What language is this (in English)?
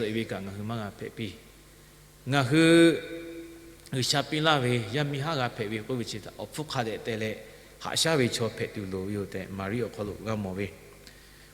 Lahu